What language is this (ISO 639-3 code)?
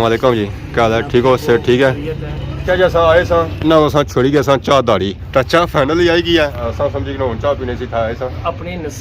phr